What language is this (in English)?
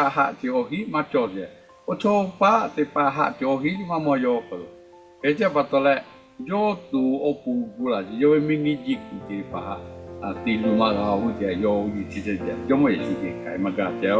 Lahu